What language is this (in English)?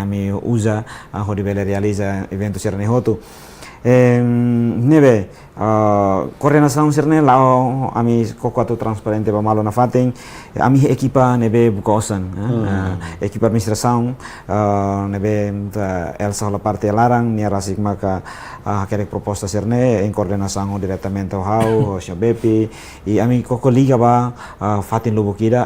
Tetum